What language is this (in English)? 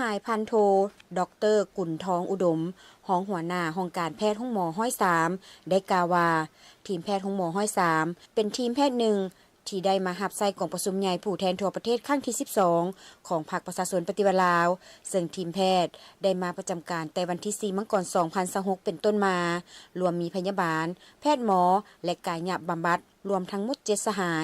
Lao